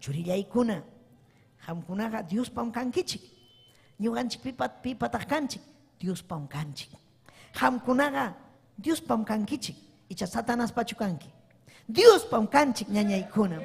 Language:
Ayacucho Quechua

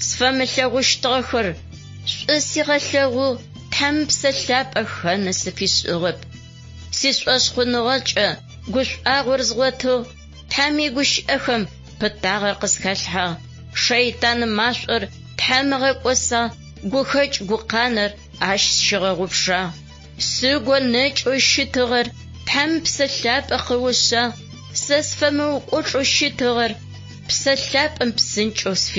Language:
Adyghe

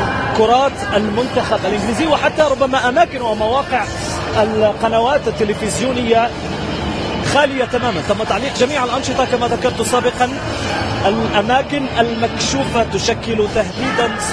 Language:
Arabic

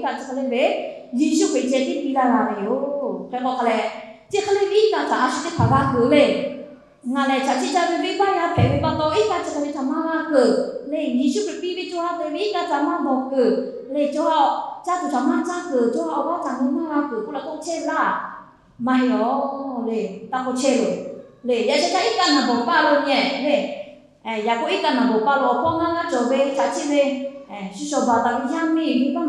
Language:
Lahu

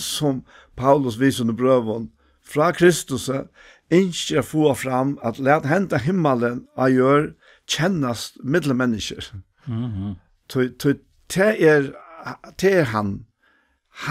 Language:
Faroese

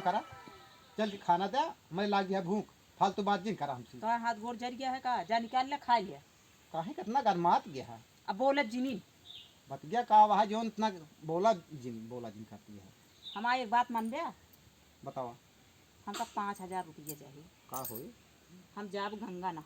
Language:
Awadhi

